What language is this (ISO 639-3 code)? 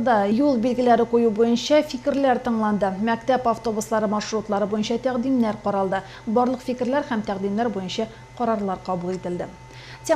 tat